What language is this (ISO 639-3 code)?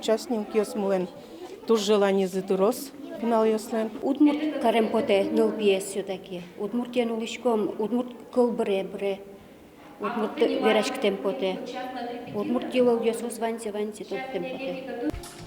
udm